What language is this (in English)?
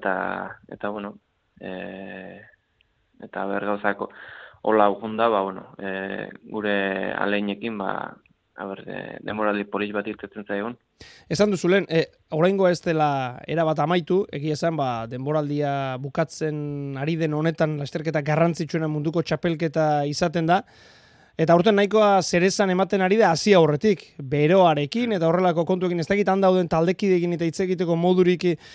Basque